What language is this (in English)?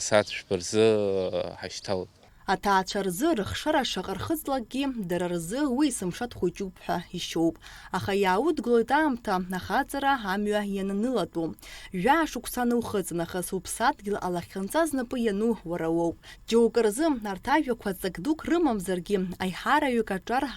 Abkhazian